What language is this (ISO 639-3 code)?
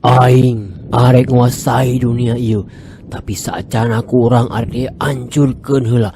sun